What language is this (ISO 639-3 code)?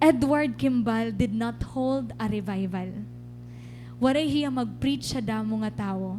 war